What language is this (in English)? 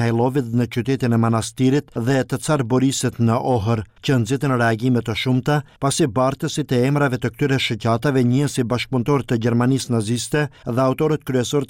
Albanian